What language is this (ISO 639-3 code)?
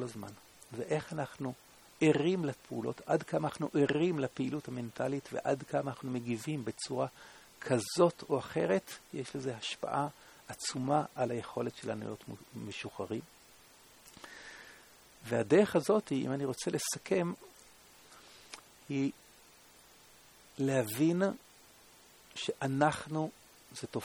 heb